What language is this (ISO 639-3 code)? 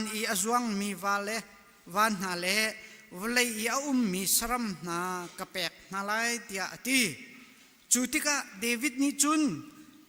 cnh